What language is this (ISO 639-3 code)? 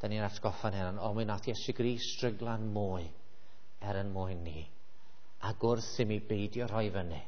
cym